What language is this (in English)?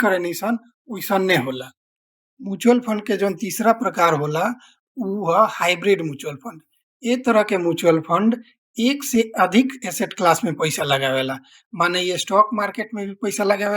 Bhojpuri